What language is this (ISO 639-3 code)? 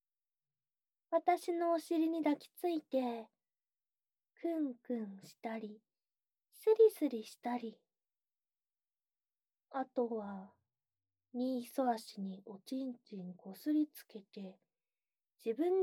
jpn